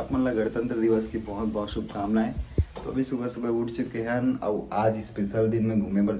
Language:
Chhattisgarhi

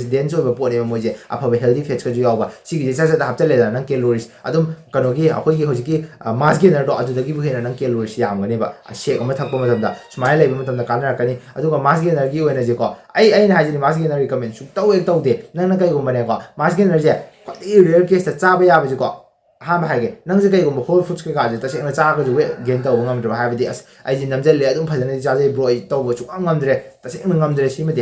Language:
Manipuri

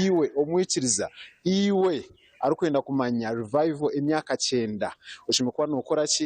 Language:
Nyankole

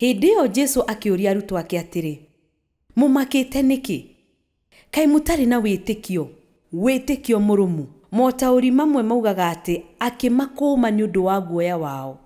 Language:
Kikuyu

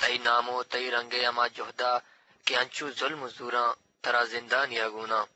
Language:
Eastern Balochi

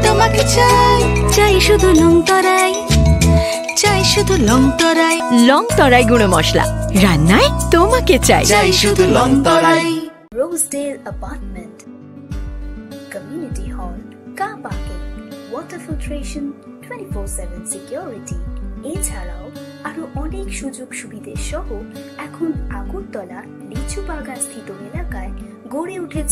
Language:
Bangla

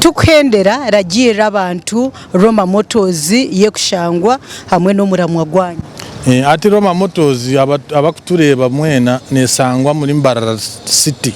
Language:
Nyankole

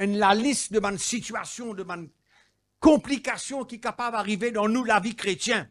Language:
Morisyen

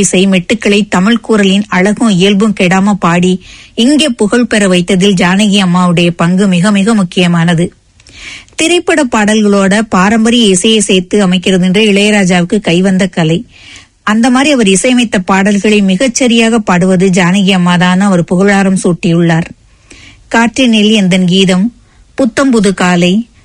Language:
Tamil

